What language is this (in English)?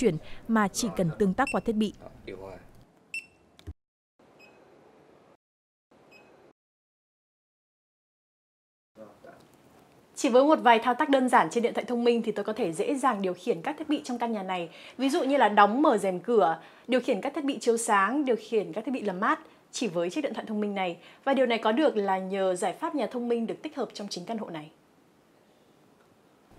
Vietnamese